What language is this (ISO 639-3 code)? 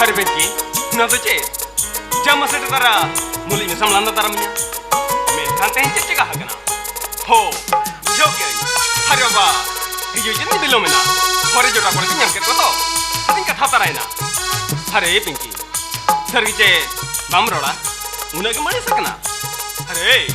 sat